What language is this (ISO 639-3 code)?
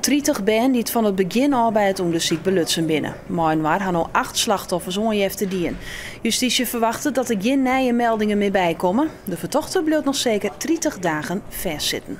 fry